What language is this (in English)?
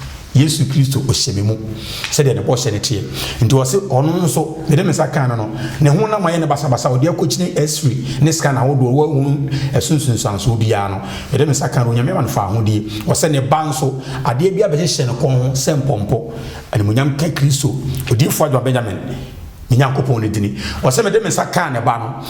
Akan